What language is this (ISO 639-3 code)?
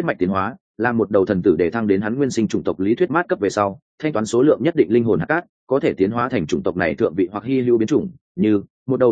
vie